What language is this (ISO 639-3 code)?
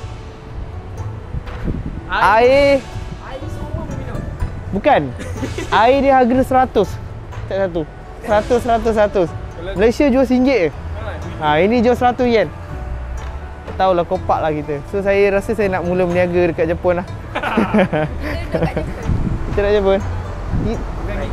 msa